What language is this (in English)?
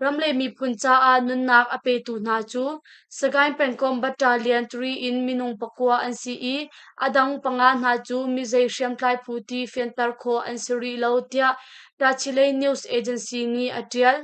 Hakha Chin